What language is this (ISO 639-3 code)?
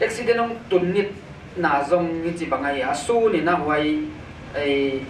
pck